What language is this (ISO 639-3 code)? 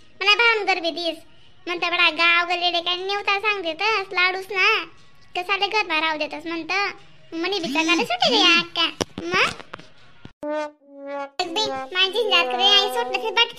khn